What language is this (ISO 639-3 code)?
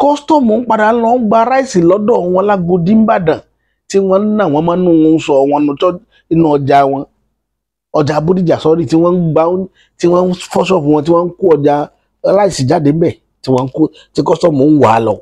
yor